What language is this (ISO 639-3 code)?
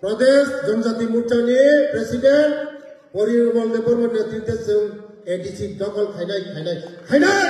trp